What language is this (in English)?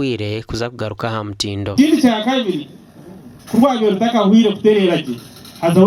Nyankole